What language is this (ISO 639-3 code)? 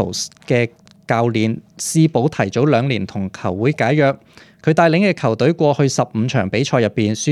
yue